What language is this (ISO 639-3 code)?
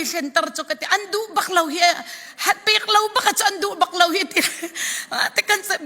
cfm